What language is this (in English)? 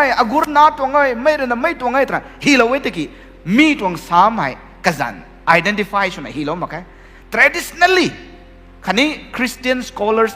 Rongmei Naga